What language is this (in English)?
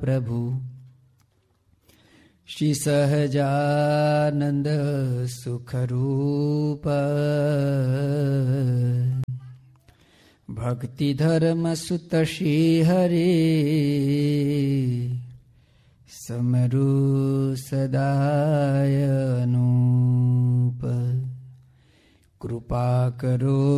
Hindi